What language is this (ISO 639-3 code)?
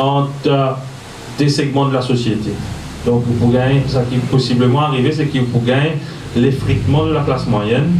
mfe